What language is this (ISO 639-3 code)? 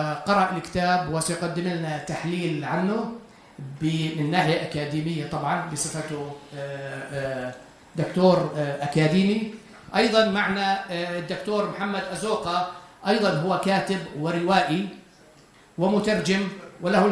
apc